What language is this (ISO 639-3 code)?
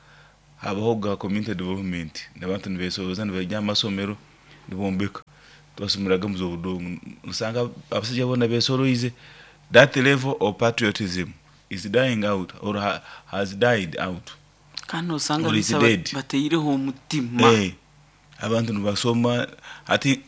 nyo